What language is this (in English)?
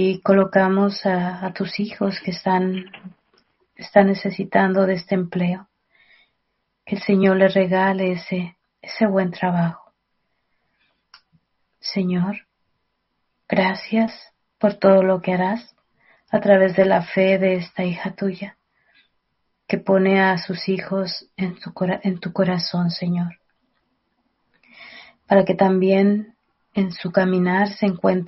Spanish